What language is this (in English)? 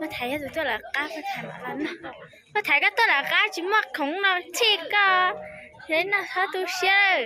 Hmong